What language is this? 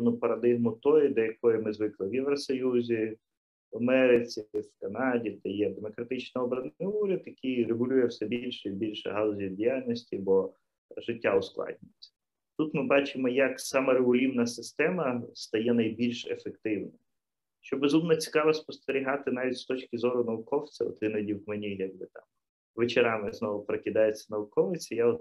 Ukrainian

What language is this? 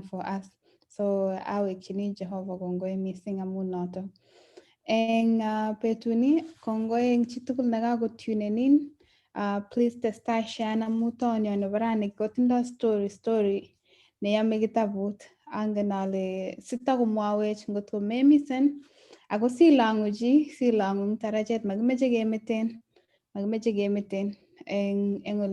Kalenjin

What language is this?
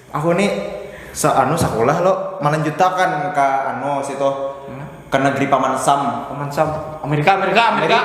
Banjar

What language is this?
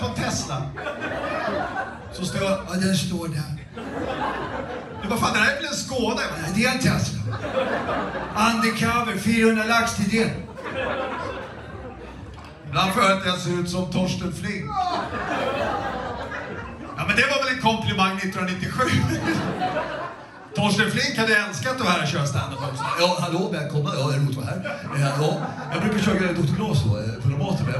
Swedish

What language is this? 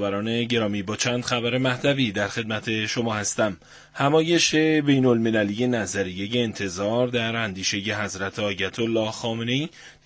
Persian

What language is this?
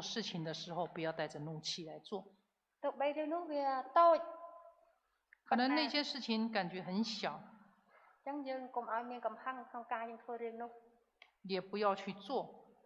Chinese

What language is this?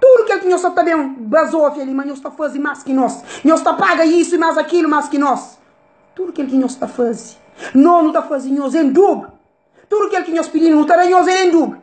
Kabuverdianu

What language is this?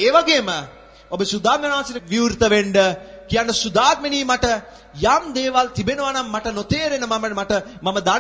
Sinhala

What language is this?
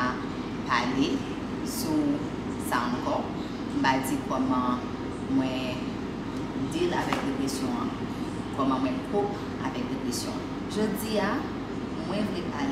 Haitian Creole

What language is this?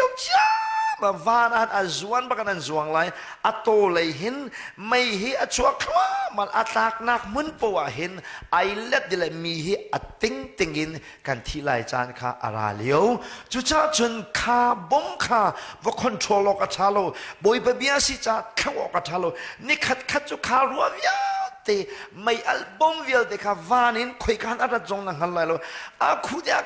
Hakha Chin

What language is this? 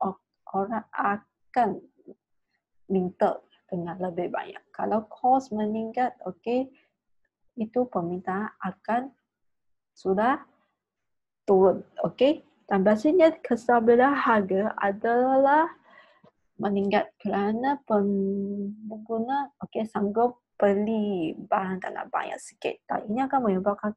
Malay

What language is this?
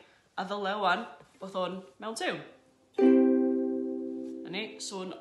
Welsh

